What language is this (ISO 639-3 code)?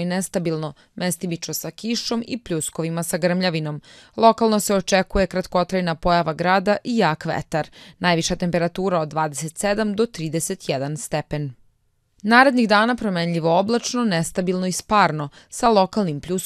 srp